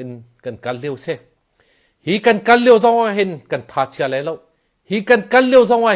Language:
Hakha Chin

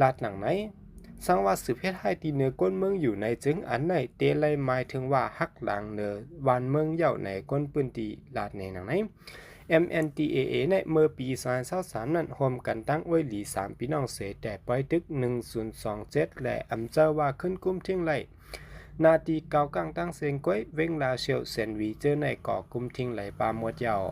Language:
Shan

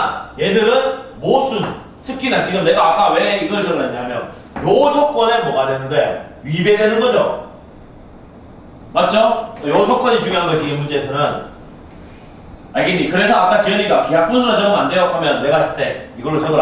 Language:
Korean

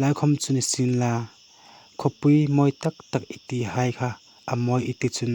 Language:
Hmar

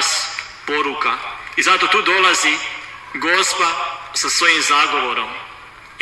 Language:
Croatian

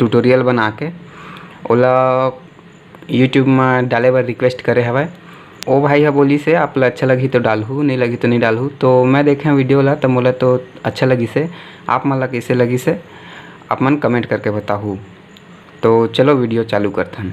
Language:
Chhattisgarhi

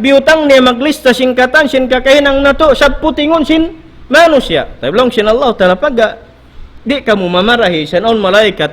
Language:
Tausug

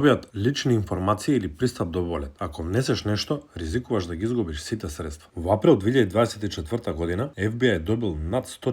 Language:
Macedonian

